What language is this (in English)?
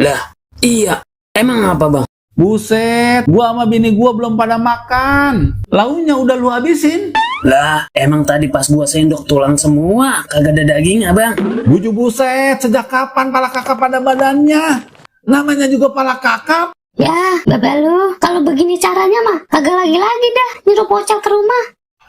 Betawi